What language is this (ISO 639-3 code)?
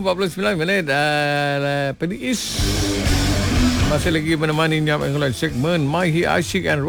msa